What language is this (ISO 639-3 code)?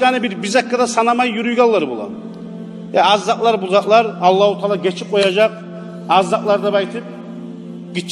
kum